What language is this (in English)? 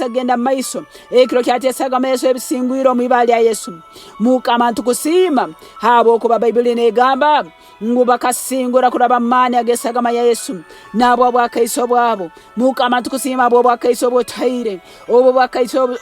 Nyankole